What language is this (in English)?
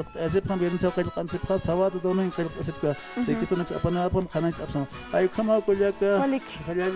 Aymara